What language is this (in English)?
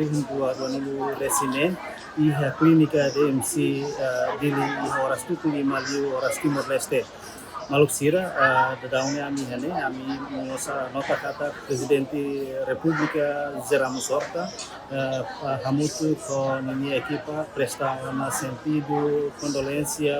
Tetum